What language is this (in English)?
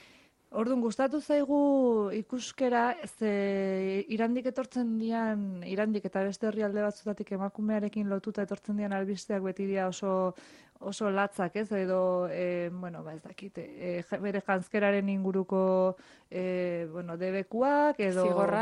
Basque